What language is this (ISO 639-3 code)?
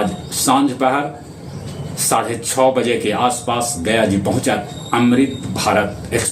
mag